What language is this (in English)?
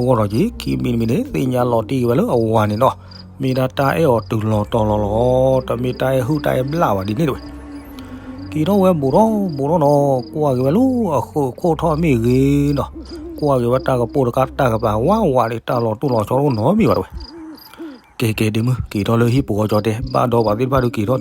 S'gaw Karen